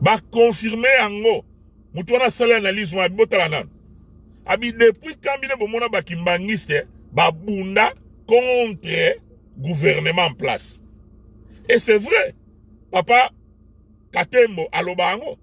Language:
Lingala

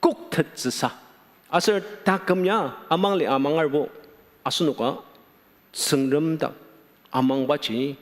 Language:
Ao Naga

